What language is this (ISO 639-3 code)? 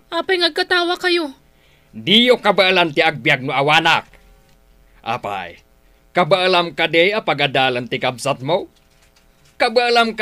ilo